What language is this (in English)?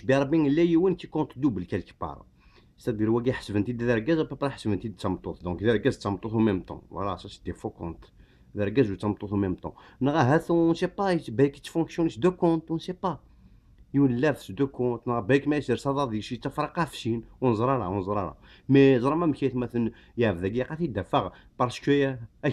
Kabyle